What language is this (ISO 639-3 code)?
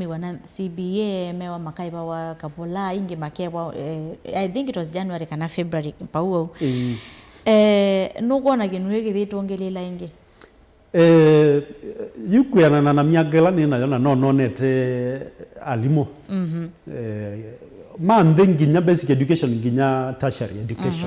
kam